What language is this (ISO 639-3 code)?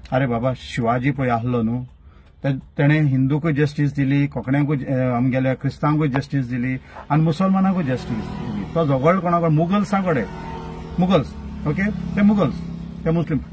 kok